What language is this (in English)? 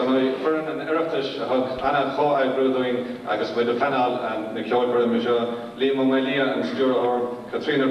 Irish